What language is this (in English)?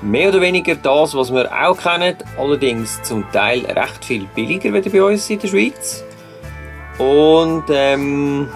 Swiss German